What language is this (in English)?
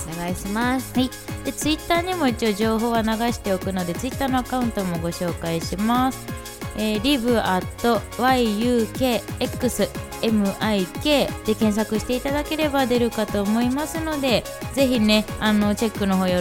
Japanese